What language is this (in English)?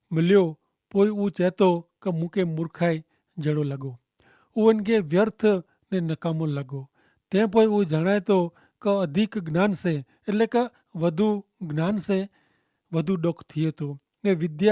Kachhi